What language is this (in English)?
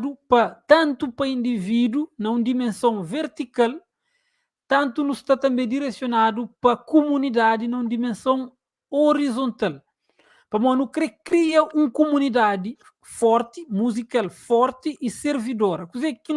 Kabuverdianu